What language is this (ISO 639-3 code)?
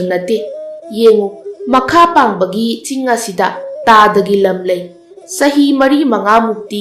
mni